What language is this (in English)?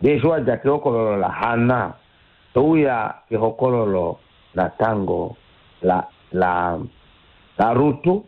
Kuanyama